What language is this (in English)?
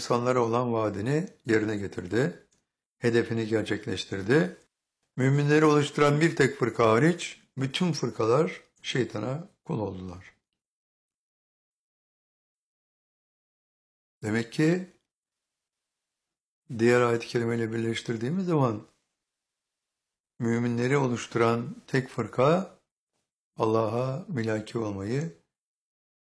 Turkish